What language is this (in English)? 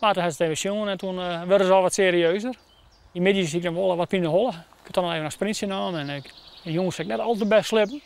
Western Frisian